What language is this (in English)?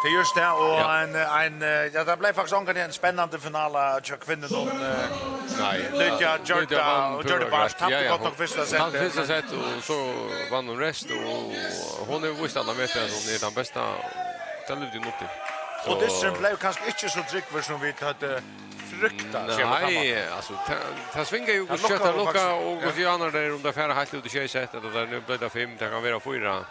Faroese